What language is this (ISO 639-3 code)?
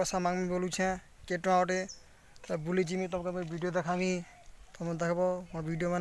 ori